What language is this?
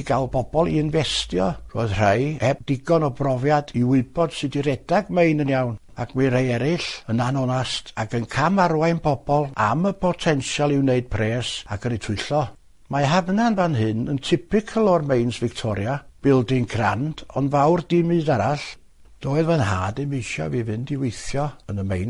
Welsh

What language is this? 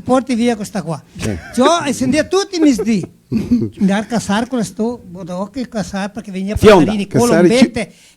Venetian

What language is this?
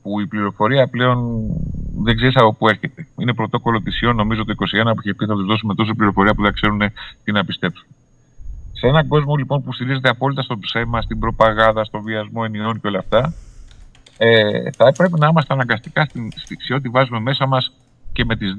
Greek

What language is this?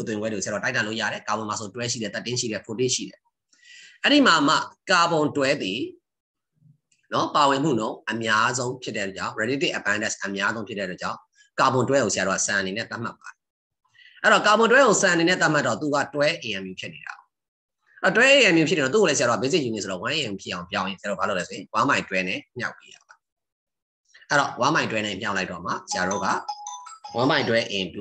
Burmese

